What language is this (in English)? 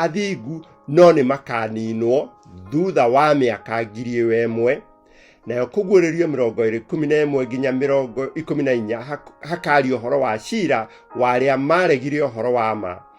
Kikuyu